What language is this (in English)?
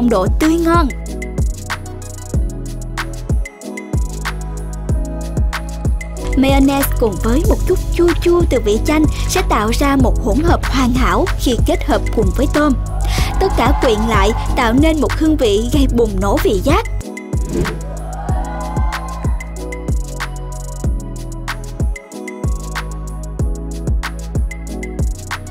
Vietnamese